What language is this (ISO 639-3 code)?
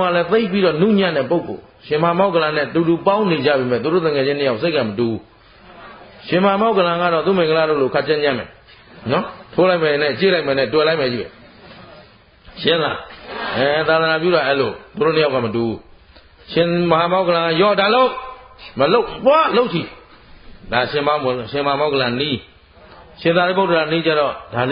mya